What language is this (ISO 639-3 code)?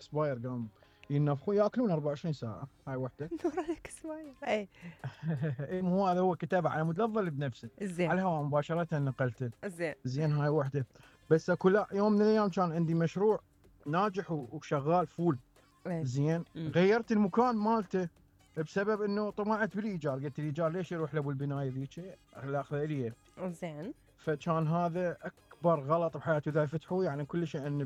acm